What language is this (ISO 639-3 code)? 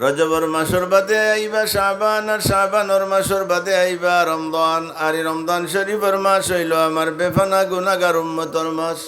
syl